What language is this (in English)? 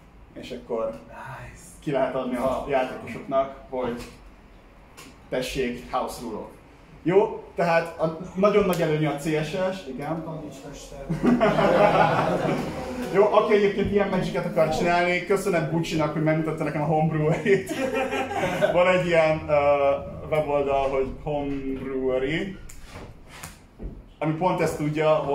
Hungarian